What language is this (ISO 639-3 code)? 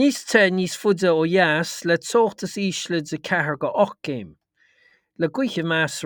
gle